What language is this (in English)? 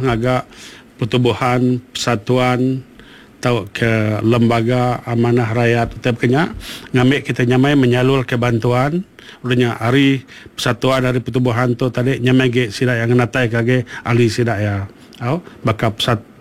Iban